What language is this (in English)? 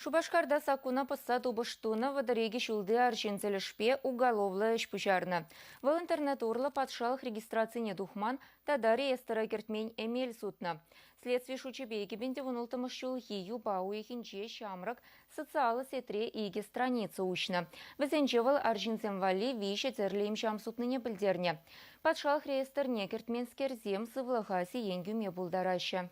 Chuvash